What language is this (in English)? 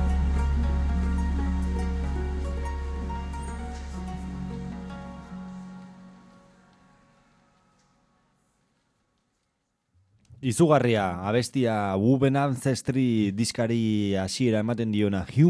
Basque